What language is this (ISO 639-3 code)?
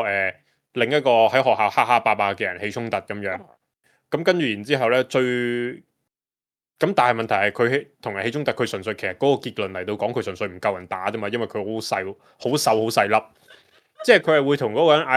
yue